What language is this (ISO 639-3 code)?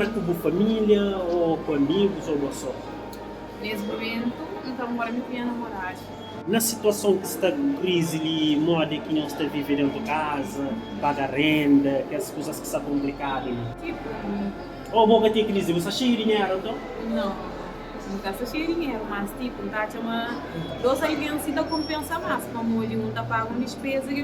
kea